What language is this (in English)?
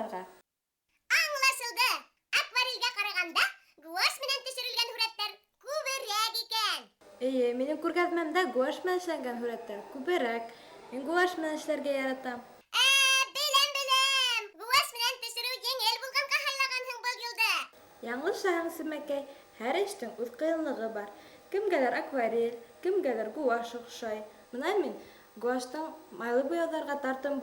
Bashkir